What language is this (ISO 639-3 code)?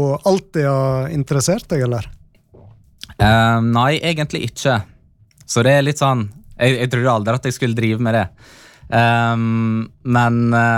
nor